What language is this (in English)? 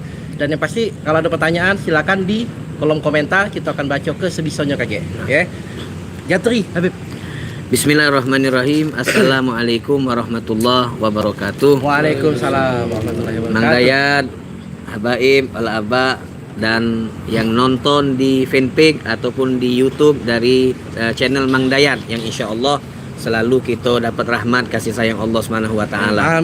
Musi